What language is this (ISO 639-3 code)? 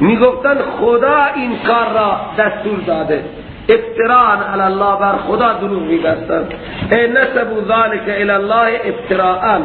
fas